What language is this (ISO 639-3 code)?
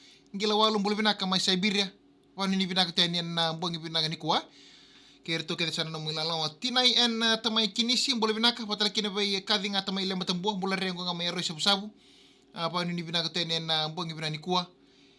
fij